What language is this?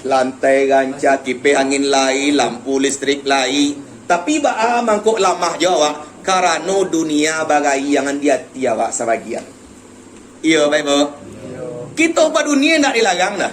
Minangkabau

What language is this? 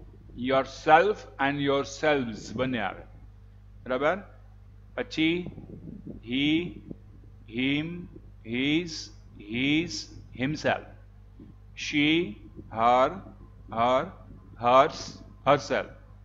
Gujarati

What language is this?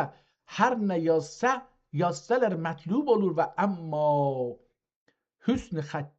South Azerbaijani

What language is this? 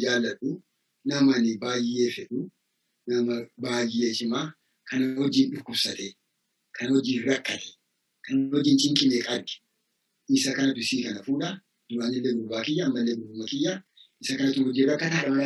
Oromo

